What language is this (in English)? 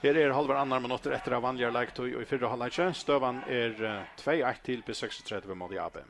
Faroese